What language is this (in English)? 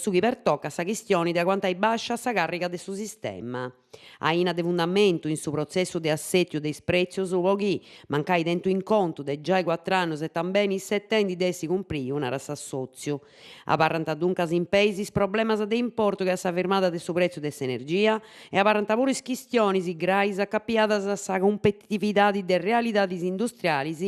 Sardinian